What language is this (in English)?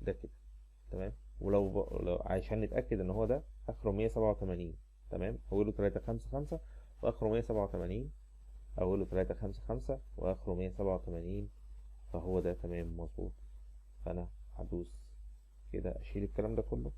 Egyptian Arabic